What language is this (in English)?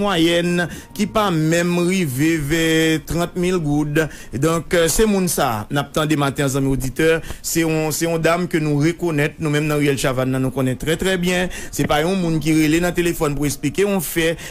Haitian Creole